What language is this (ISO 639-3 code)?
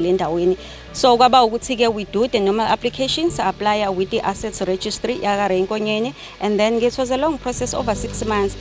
zul